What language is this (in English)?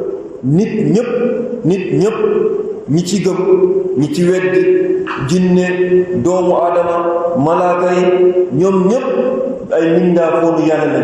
Wolof